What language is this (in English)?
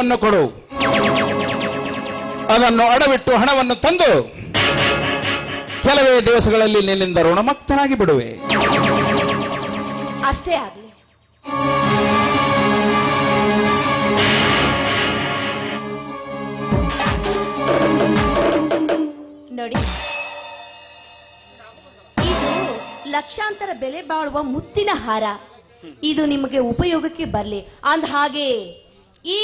Kannada